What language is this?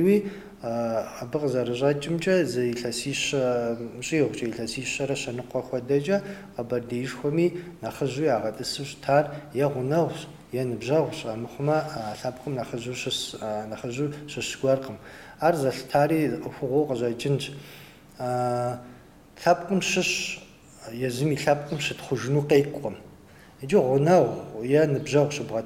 Kabardian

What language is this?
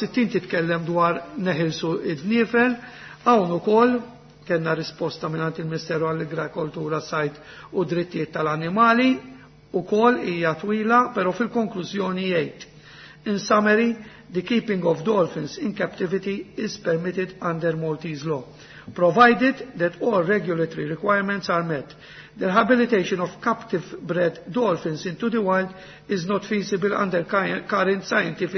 Maltese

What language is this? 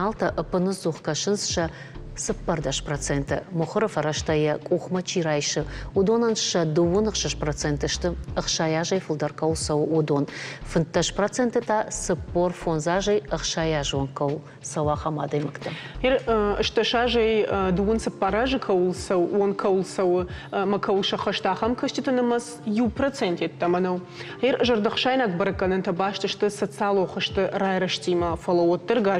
Ossetic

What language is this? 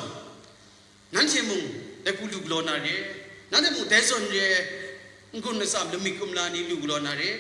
Kachin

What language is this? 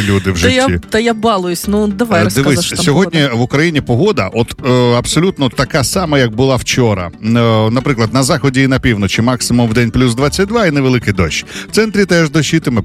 Ukrainian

